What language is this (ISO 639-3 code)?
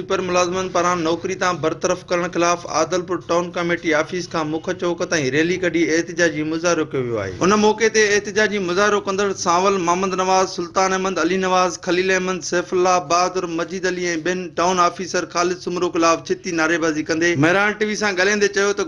snd